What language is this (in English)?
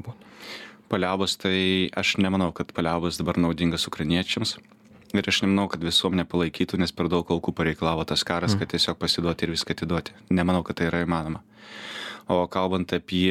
Lithuanian